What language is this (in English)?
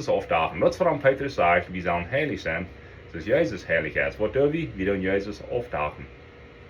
Plautdietsch